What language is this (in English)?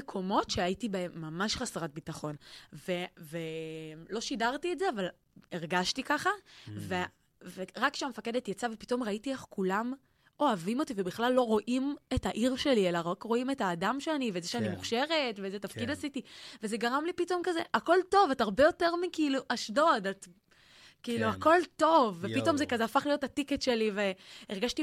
Hebrew